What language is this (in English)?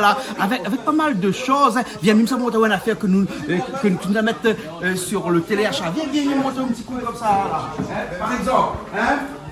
Réunion Creole French